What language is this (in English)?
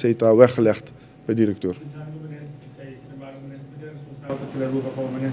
Papiamento